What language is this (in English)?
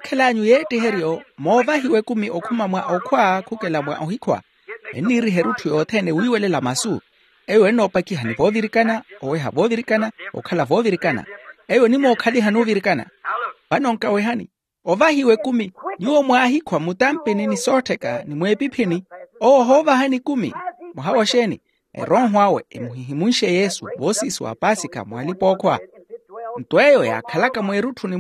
Makhuwa